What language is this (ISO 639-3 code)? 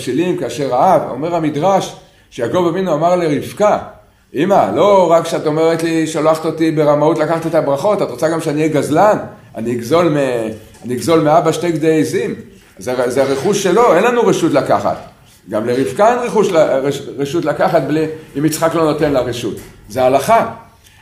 heb